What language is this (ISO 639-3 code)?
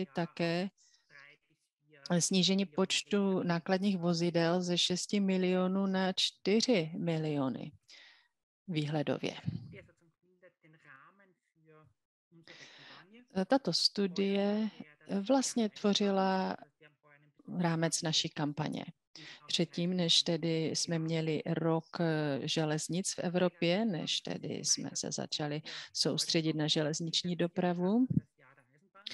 ces